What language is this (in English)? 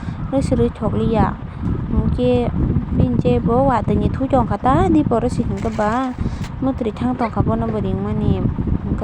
Kok Borok